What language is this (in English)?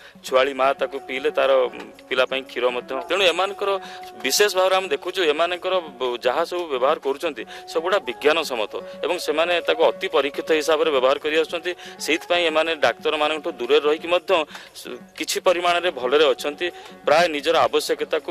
Odia